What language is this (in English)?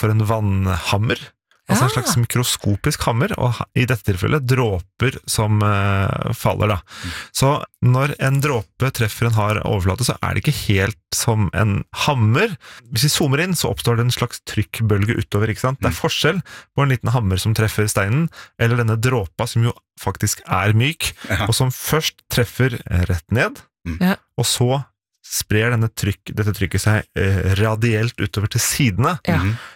Norwegian